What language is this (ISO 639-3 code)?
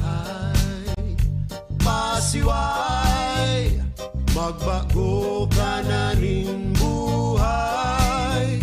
bik